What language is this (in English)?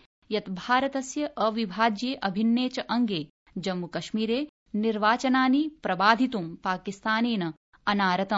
Sanskrit